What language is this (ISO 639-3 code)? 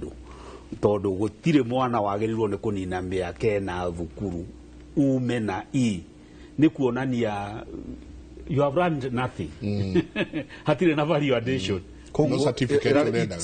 kik